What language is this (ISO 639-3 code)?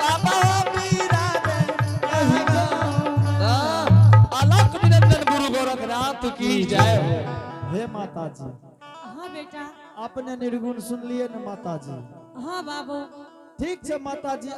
anp